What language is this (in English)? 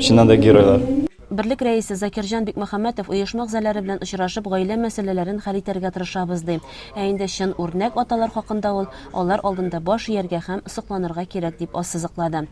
Tatar